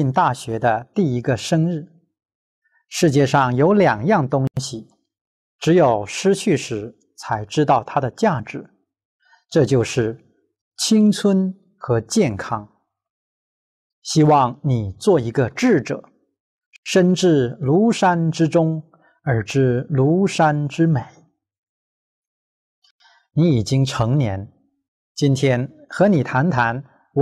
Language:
Chinese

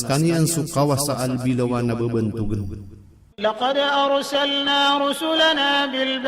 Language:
Maranao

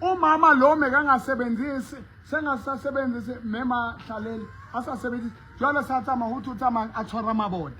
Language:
Southern Sotho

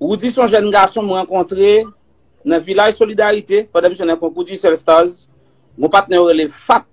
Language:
Haitian Creole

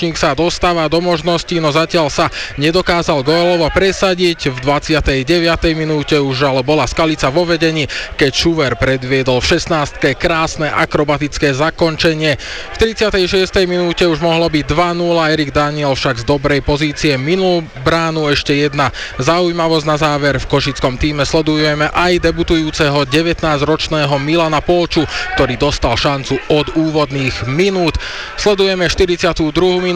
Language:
Slovak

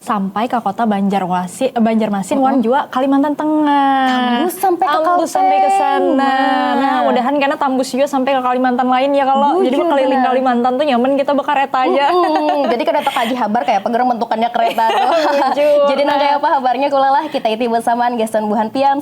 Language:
Banjar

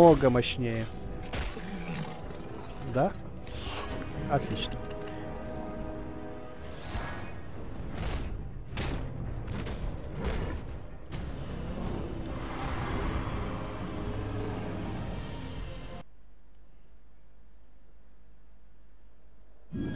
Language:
Russian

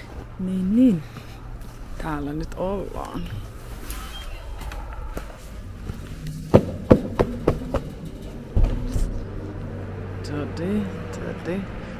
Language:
Finnish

